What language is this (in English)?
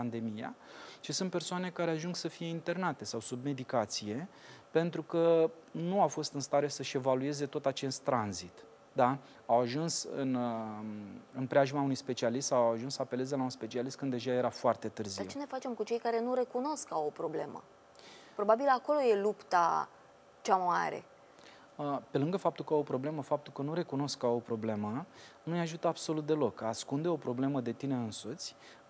Romanian